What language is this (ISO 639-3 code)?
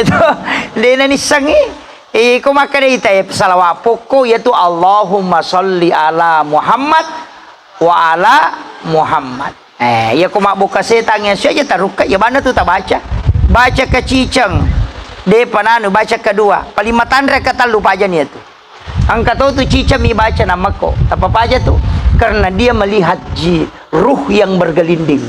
bug